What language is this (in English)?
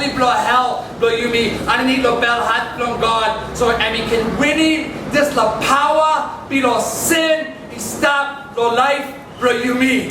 Tok Pisin